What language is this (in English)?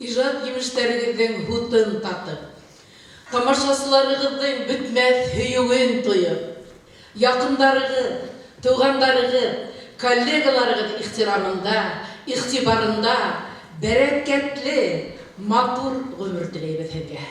Bashkir